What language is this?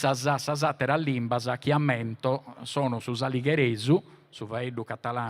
Sardinian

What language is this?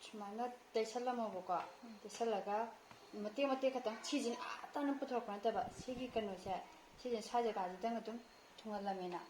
Manipuri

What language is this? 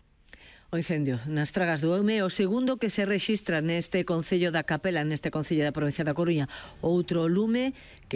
Galician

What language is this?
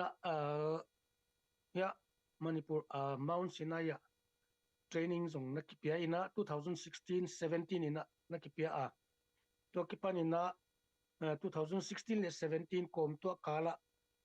Tedim Chin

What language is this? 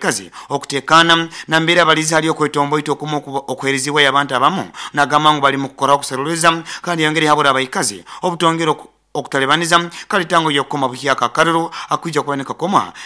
Nyoro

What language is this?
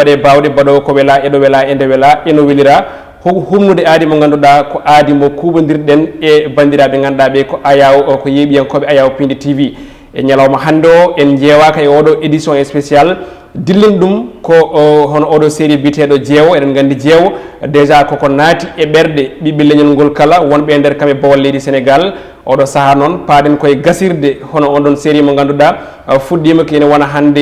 Fula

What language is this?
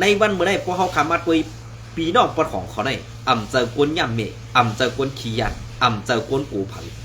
Shan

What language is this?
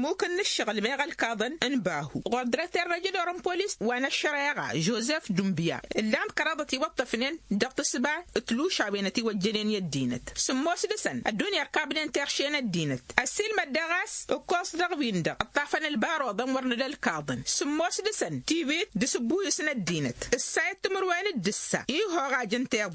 Tamasheq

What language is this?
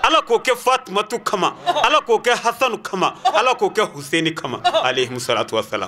Bambara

